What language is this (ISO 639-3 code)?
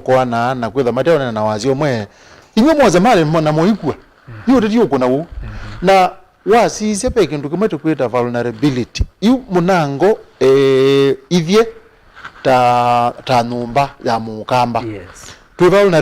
kam